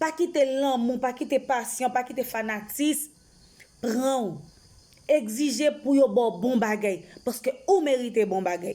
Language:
Haitian Creole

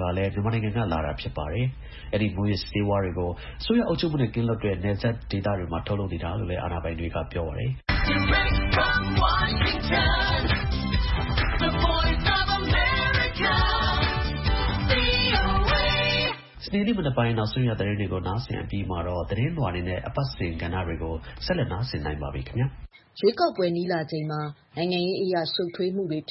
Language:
Burmese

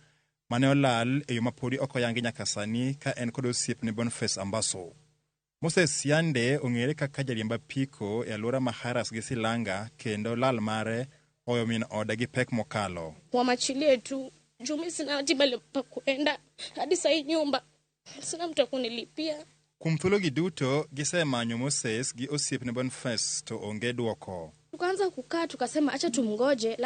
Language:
Luo (Kenya and Tanzania)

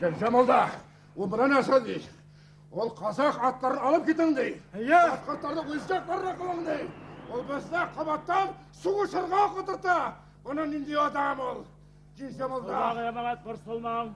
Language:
Bashkir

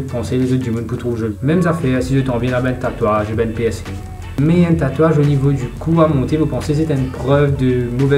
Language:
Morisyen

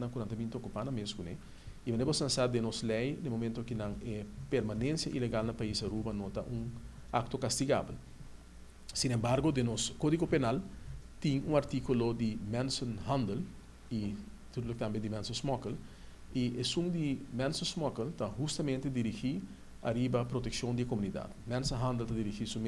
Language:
Papiamento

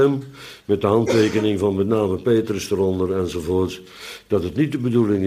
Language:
Dutch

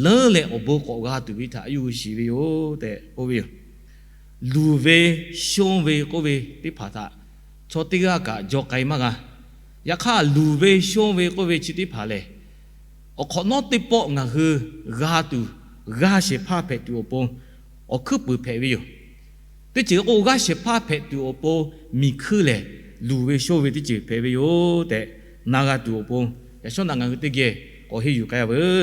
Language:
Lahu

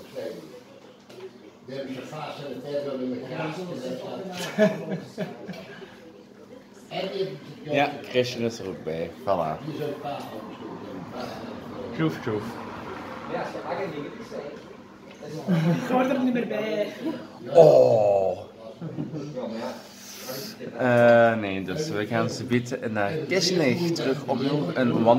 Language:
Dutch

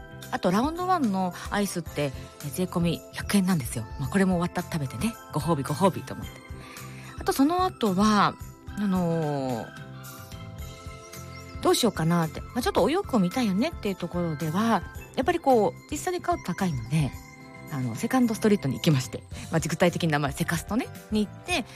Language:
Japanese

